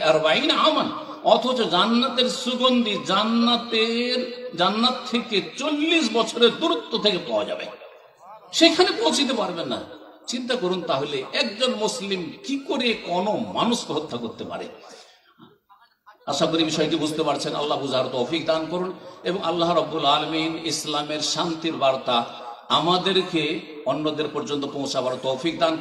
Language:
Bangla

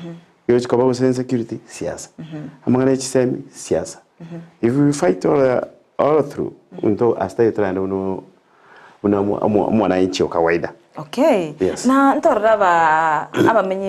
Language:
Gusii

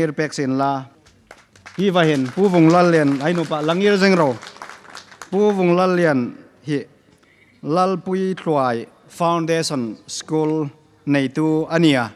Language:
Hmar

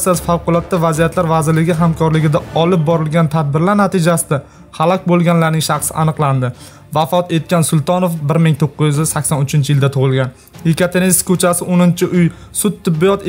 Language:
Uzbek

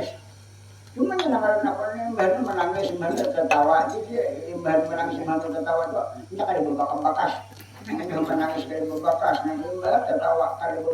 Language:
Banjar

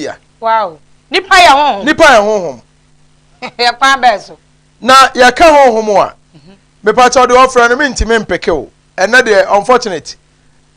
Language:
Akan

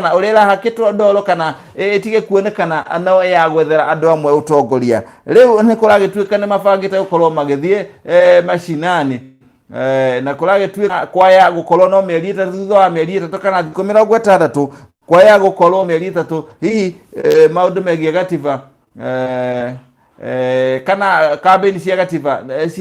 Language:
Kikuyu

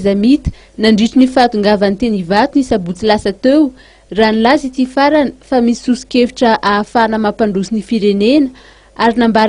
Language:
Malagasy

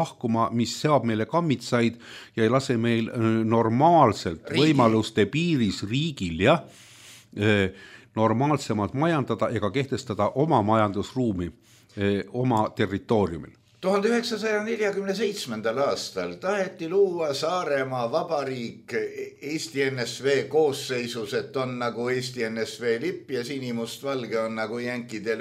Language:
Estonian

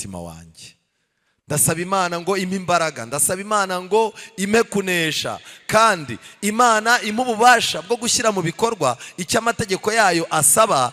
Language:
Kinyarwanda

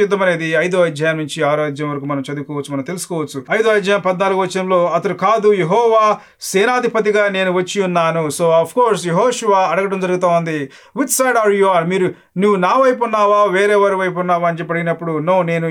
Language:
Telugu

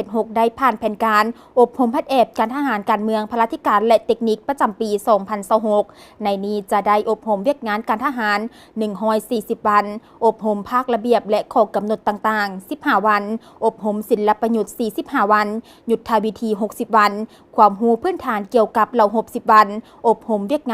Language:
Lao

